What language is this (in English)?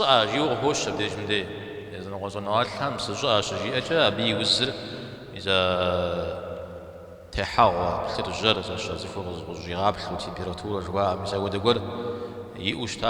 Kabardian